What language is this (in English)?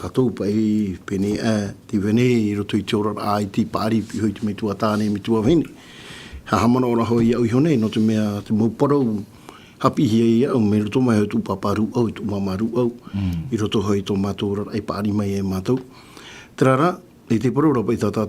Tahitian